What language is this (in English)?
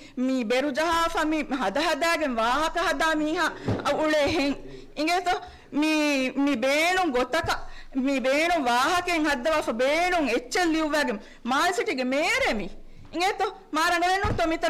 Divehi